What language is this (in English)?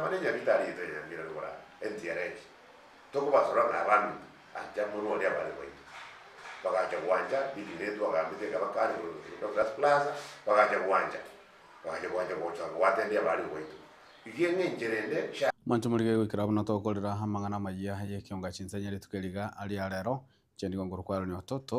Gusii